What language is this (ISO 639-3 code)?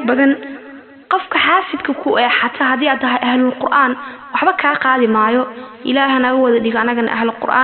som